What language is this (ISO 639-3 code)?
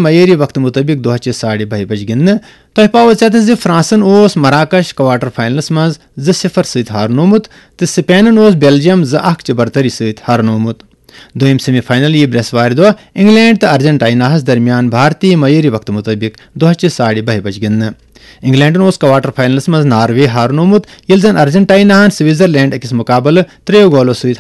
kas